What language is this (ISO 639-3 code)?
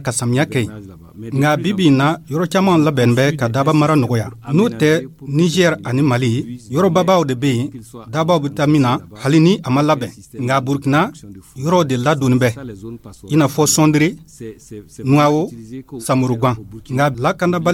dyu